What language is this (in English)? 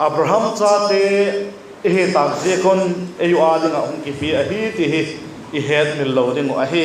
Vaiphei